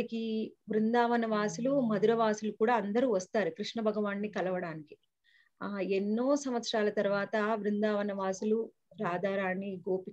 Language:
Telugu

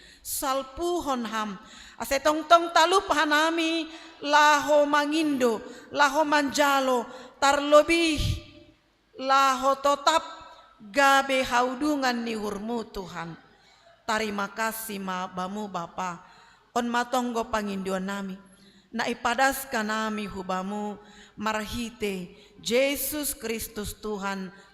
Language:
Batak Simalungun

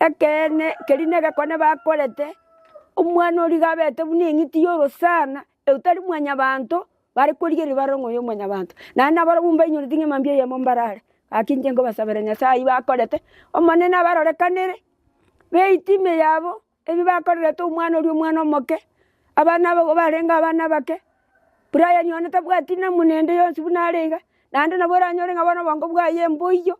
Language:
Gusii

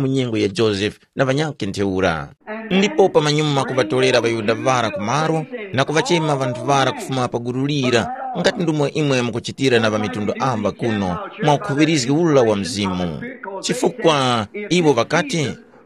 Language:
Tumbuka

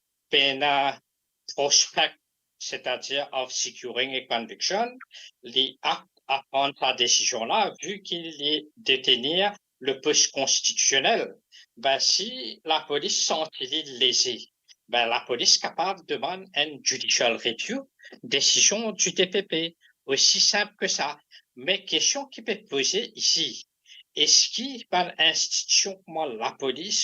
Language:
Morisyen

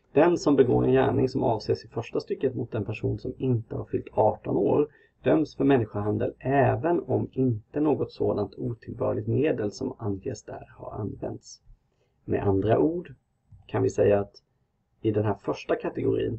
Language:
Swedish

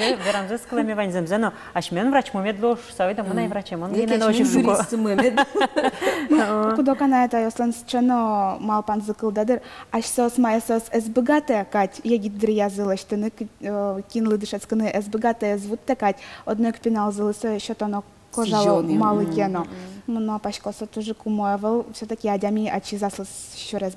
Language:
Udmurt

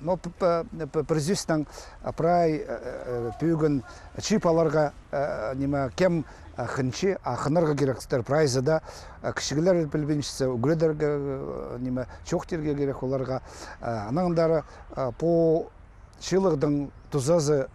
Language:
Khakas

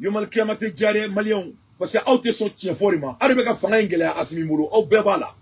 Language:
Bambara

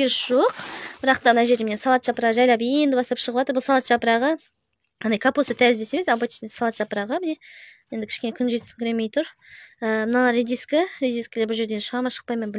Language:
Kazakh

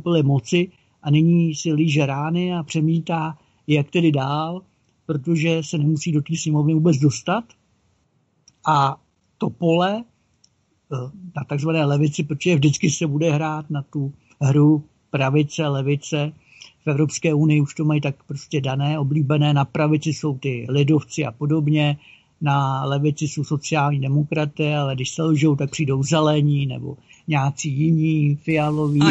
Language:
Czech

